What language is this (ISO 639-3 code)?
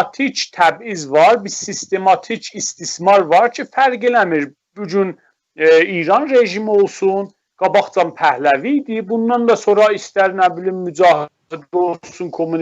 azb